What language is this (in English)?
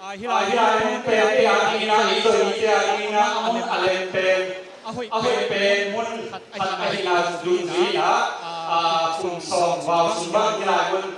Tedim Chin